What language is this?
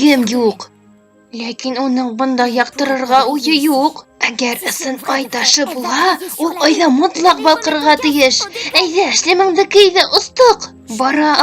Bashkir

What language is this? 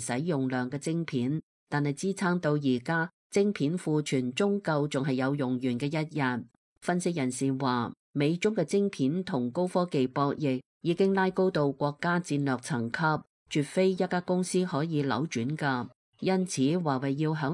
Cantonese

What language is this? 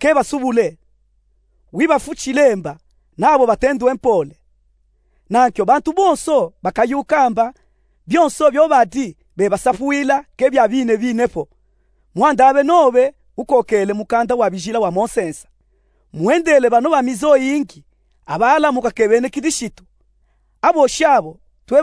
Luba-Katanga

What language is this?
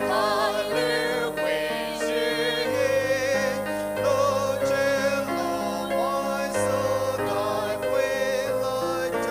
Poumei Naga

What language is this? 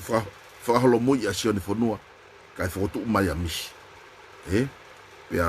Tongan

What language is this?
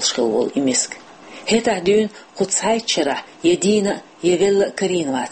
Chechen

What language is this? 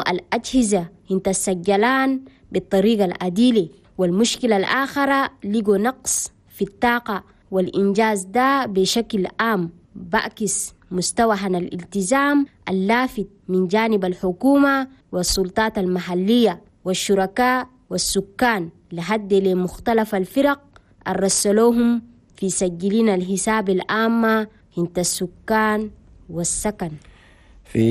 Chadian Arabic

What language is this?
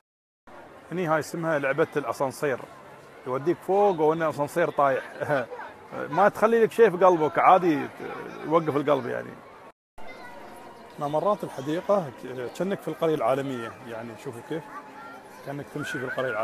Gulf Arabic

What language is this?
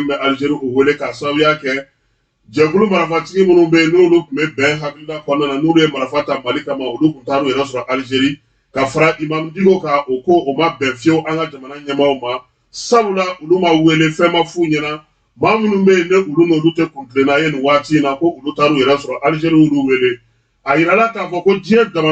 Bambara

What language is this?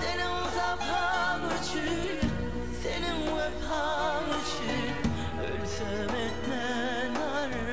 Turkmen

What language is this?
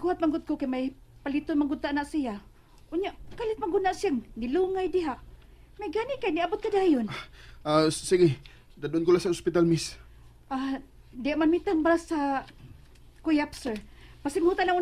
Cebuano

